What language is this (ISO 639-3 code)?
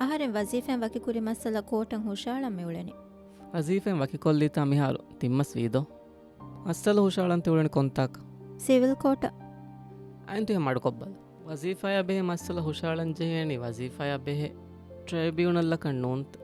div